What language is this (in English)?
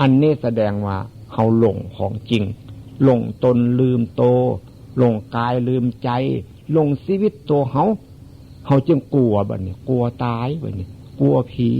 Northeastern Thai